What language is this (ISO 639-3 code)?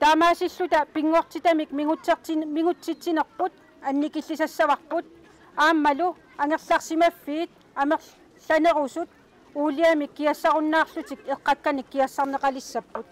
kal